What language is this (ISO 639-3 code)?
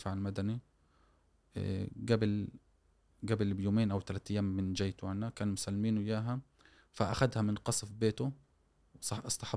afb